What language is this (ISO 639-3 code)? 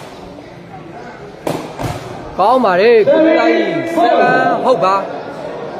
mya